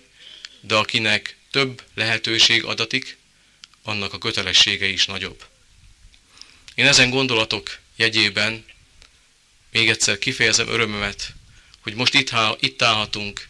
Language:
Hungarian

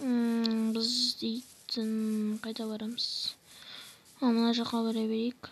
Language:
Kazakh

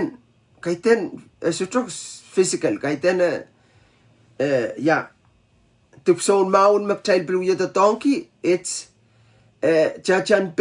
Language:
Pohnpeian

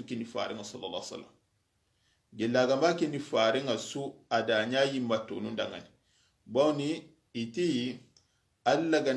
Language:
Soninke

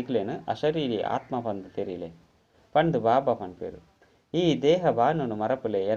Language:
Tulu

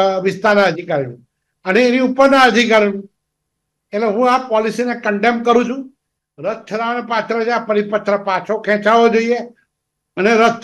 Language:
Gujarati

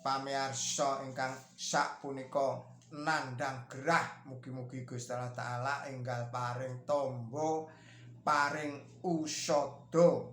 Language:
Javanese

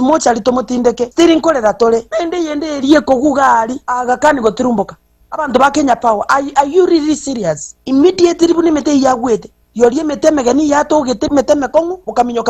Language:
Gusii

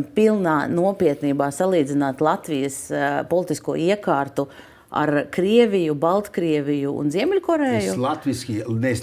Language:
Latvian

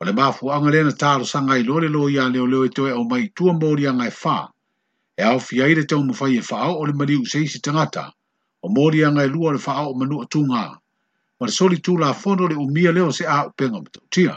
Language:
Samoan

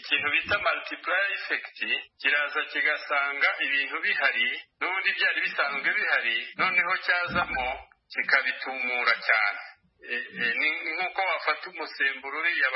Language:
Kinyarwanda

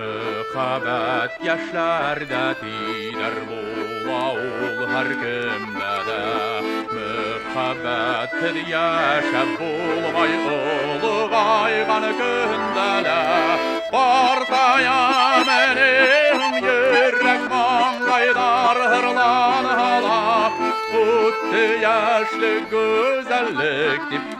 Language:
Bashkir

